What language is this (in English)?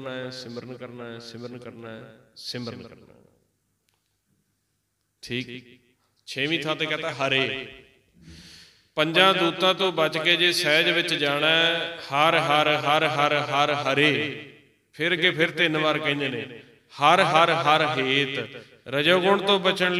Punjabi